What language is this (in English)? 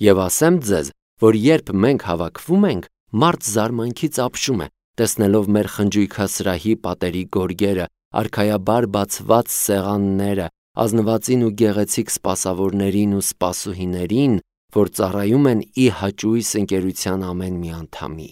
Armenian